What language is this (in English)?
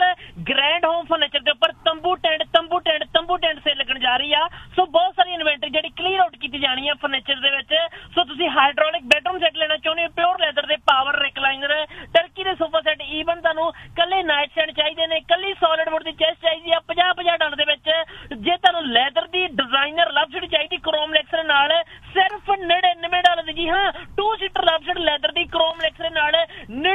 Punjabi